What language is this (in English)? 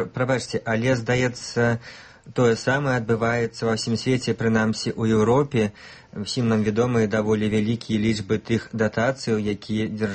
Belarusian